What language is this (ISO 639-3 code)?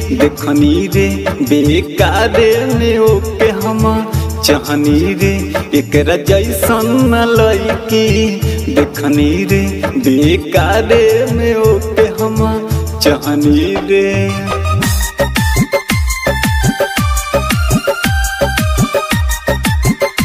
bho